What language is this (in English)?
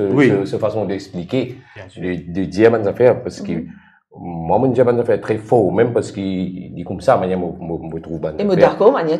Morisyen